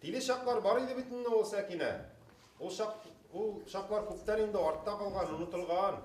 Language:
Bashkir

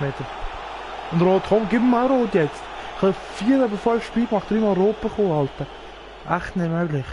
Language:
Swiss German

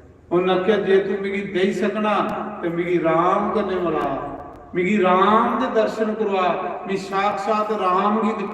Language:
Dogri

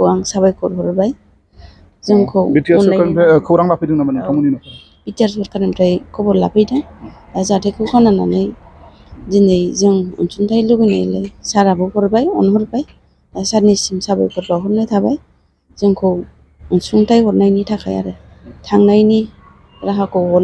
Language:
Bodo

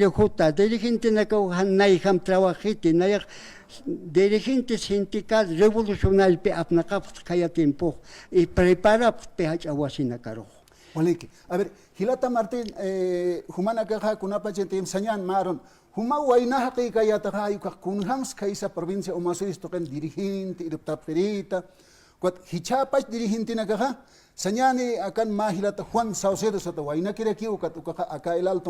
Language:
Aymara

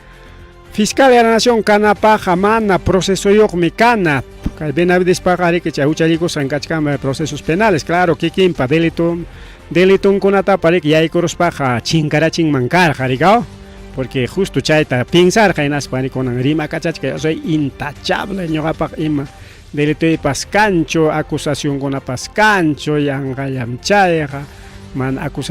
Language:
Ayacucho Quechua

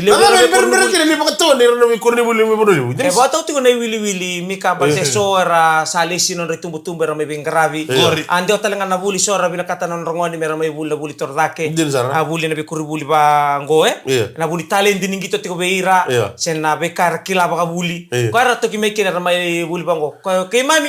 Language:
Fijian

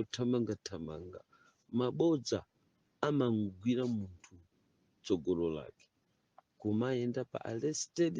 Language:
Nyanja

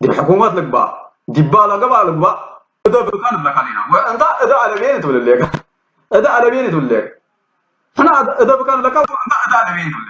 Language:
Tigrinya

